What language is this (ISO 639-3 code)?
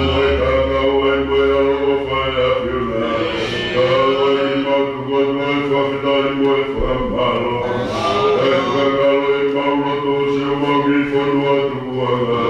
ton